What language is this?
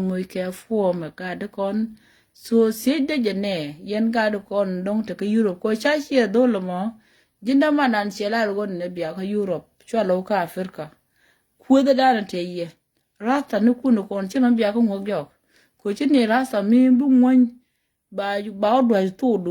Nuer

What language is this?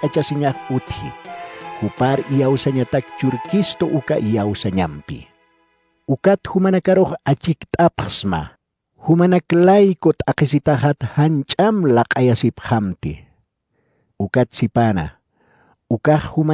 Aymara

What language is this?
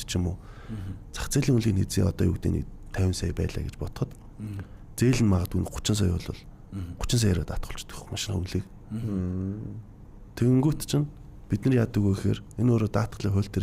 Mongolian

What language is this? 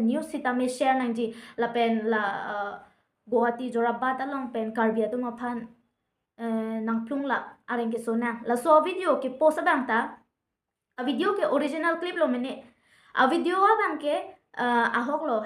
Karbi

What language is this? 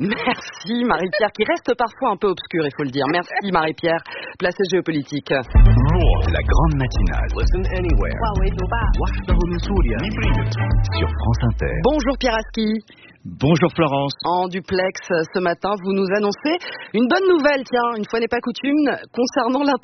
French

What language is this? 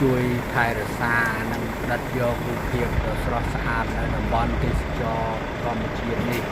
Khmer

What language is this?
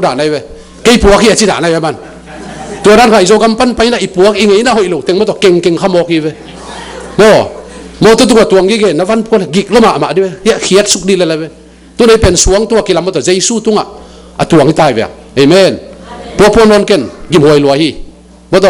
Tedim Chin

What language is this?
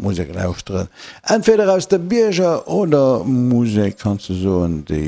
Luxembourgish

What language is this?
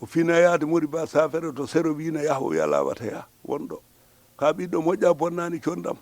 Fula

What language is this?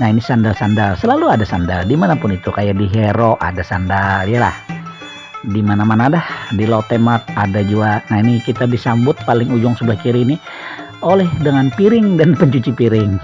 Banjar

